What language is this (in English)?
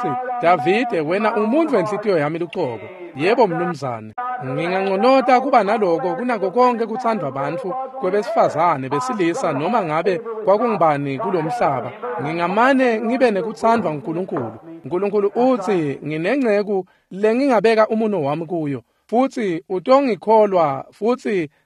Swati